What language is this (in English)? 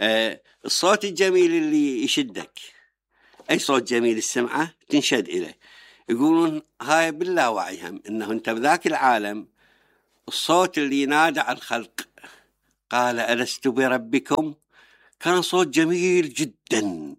Mesopotamian Arabic